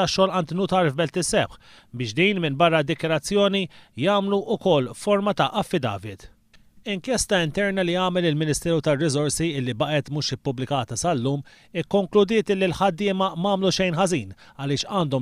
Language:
Maltese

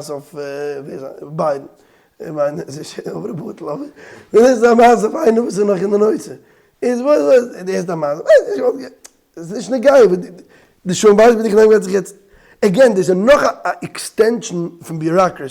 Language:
Yiddish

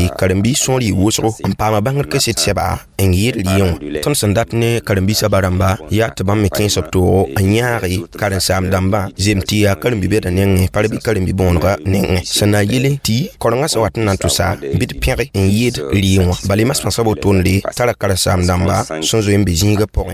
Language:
Mossi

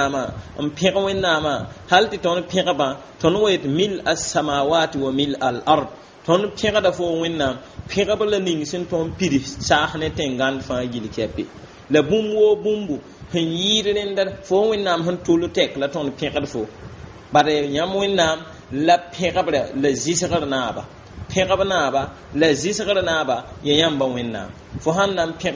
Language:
Mossi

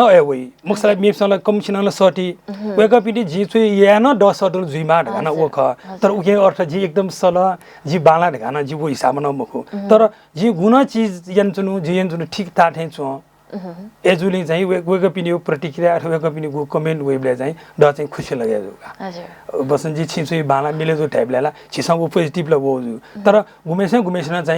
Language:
Newari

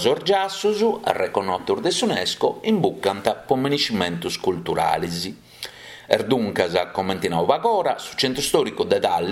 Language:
Sardinian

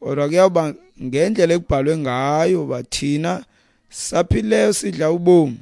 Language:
Xhosa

